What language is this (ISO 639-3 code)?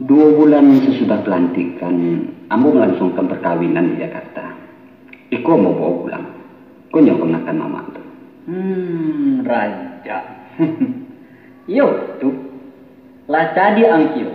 min